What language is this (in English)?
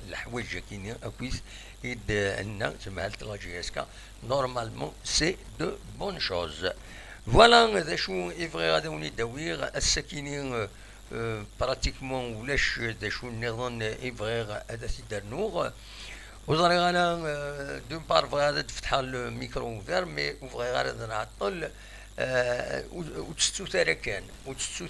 Kabyle